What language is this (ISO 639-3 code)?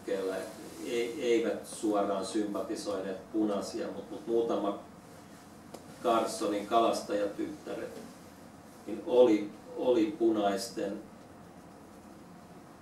fin